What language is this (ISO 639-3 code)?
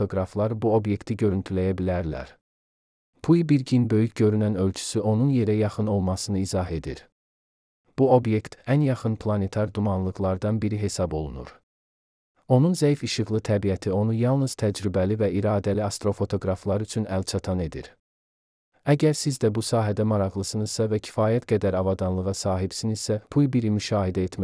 aze